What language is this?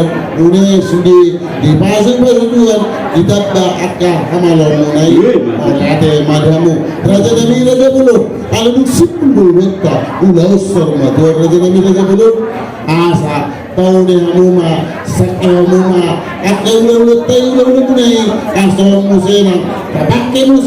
Batak Toba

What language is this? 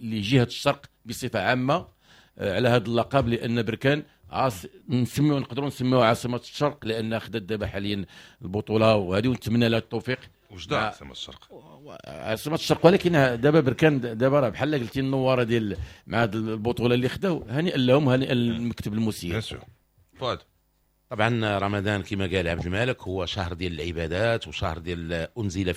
Moroccan Arabic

